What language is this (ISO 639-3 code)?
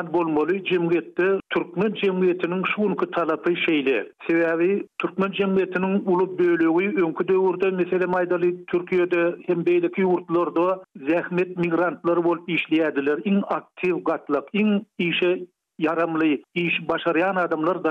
tuk